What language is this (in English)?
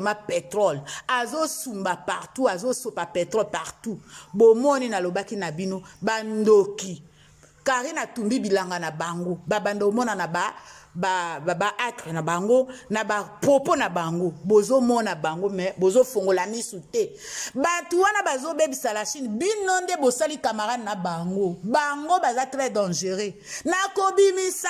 Lingala